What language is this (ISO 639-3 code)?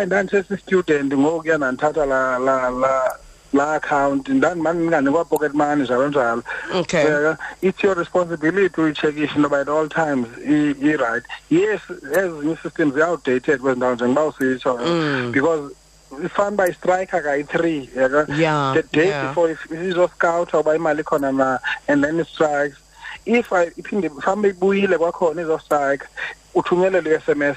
xho